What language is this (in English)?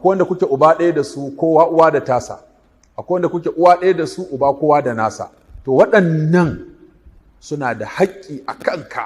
Hausa